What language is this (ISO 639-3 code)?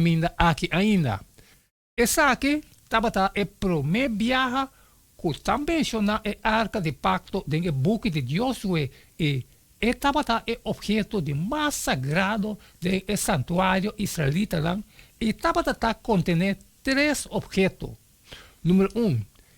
pap